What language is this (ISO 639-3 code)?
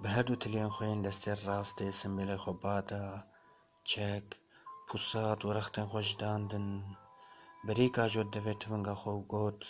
kur